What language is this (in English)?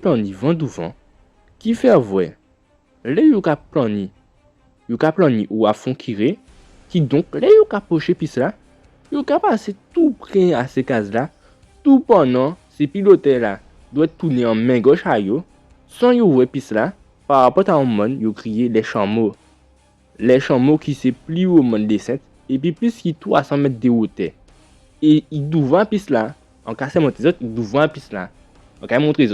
Guadeloupean Creole French